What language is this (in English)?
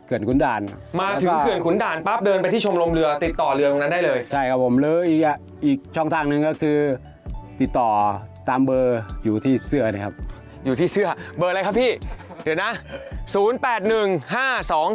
Thai